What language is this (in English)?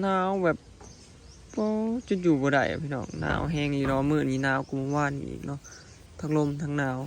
Northeastern Thai